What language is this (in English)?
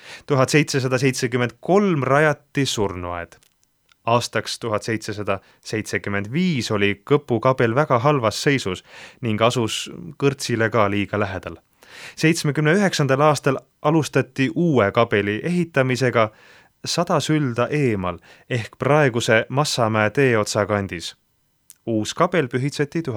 Estonian